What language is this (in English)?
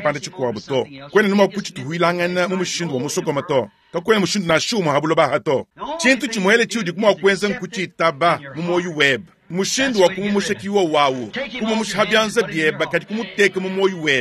Luba-Lulua